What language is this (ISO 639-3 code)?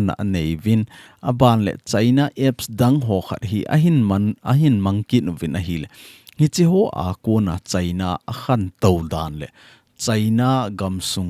tcz